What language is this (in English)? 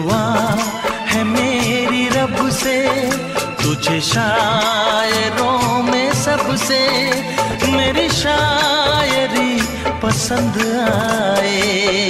Hindi